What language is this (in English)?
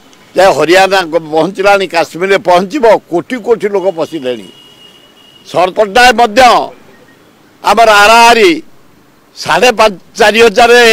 Odia